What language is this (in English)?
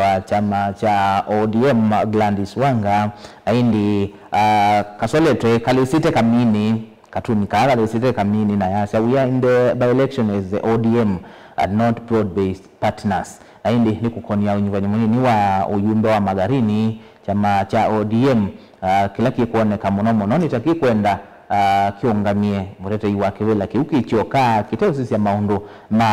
Kamba